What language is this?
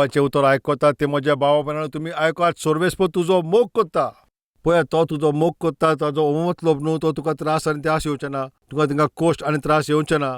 Konkani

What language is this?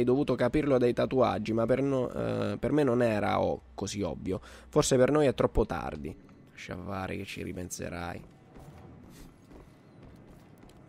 Italian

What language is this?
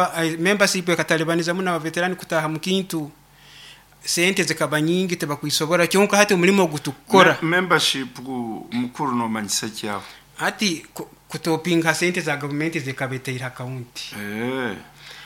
Nyoro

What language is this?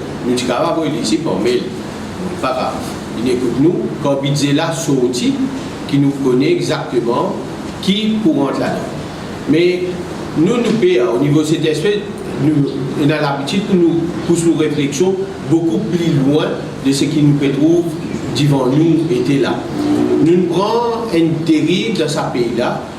Morisyen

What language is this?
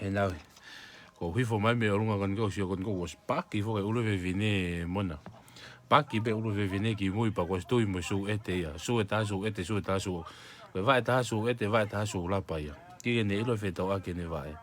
Tongan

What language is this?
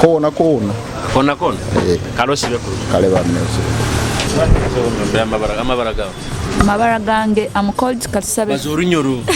Nyoro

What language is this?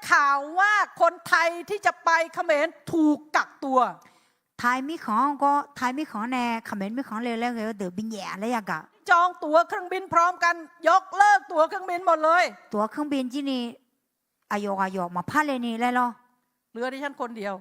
Akha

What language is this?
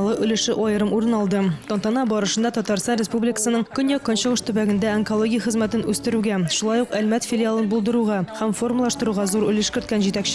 Tatar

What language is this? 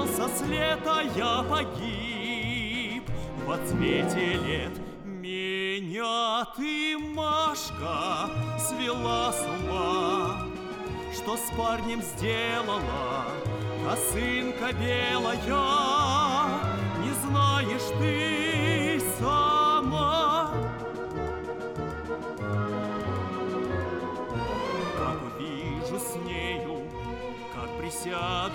Russian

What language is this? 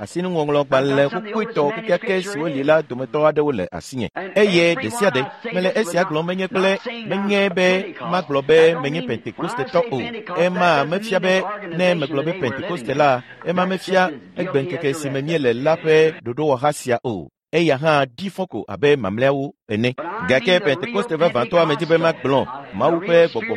Ewe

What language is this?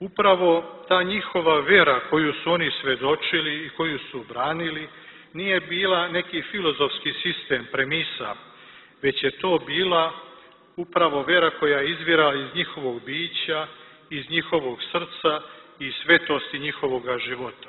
Serbian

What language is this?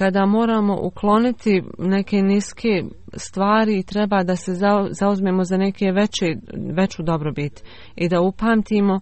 Bosnian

